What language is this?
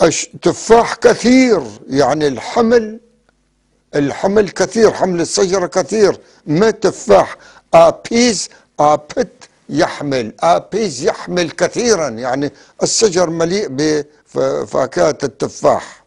North Levantine Arabic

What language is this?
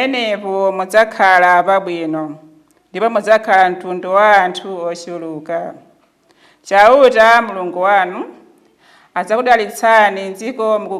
Nyanja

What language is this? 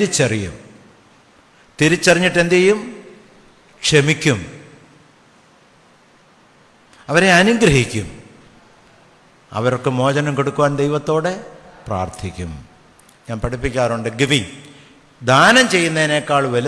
Malayalam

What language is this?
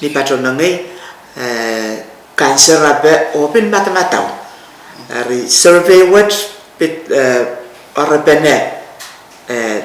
Pohnpeian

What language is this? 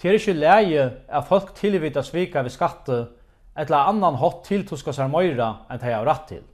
Faroese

